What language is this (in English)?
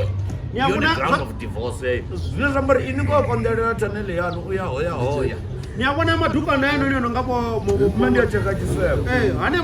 Venda